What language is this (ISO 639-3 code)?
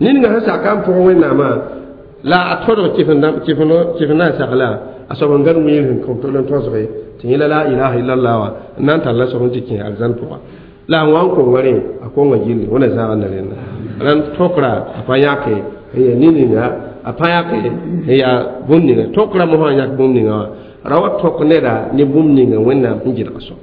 mos